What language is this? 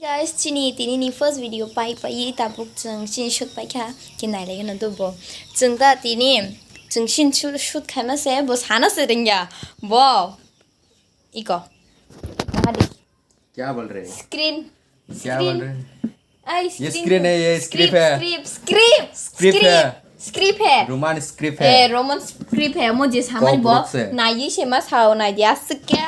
Kok Borok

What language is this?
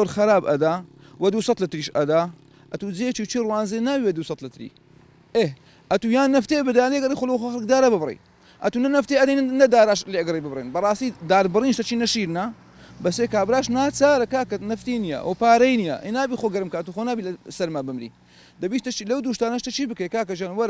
Central Kurdish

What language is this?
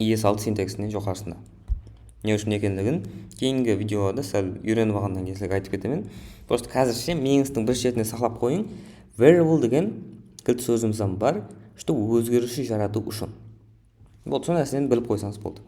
Kara-Kalpak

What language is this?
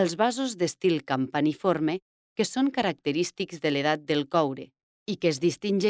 Catalan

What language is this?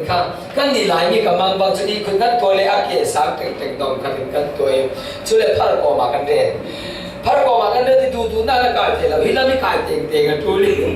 Falam Chin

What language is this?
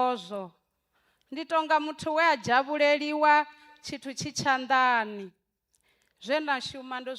Venda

